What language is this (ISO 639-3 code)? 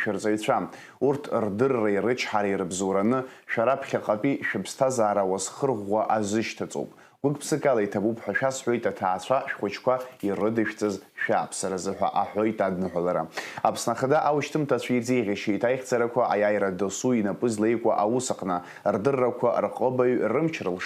abk